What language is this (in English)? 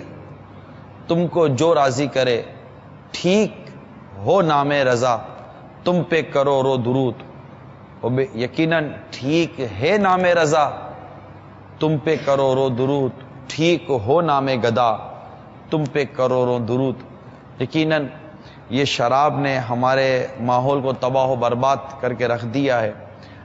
Urdu